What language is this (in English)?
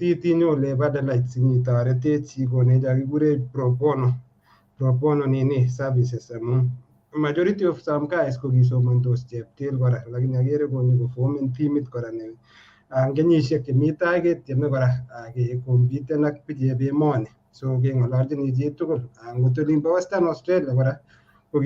Kalenjin